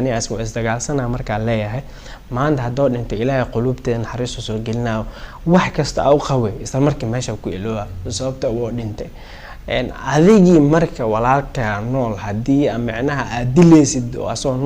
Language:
Somali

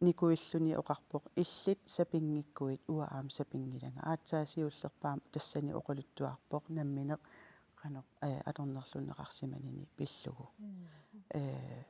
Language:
Kalaallisut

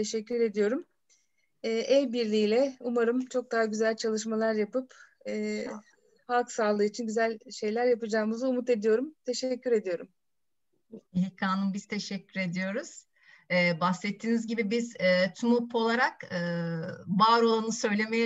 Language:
Turkish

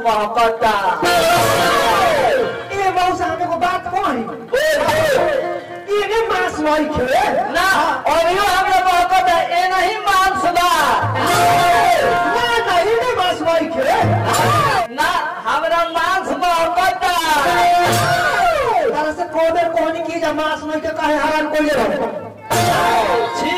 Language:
Bhojpuri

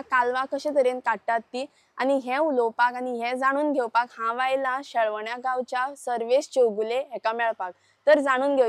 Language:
Konkani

